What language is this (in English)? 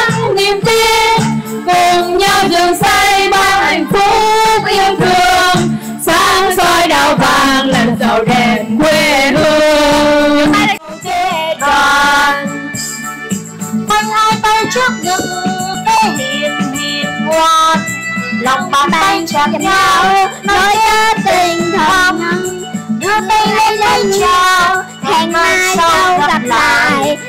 Vietnamese